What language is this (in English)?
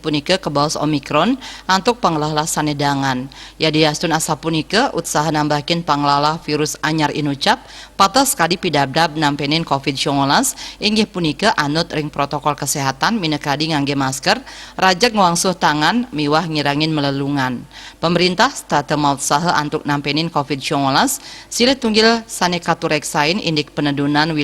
Balinese